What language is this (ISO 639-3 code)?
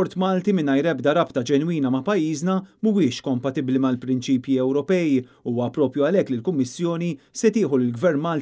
mlt